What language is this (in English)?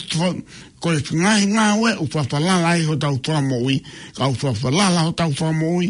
Tongan